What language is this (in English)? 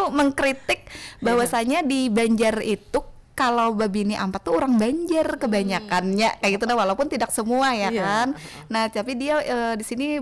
Banjar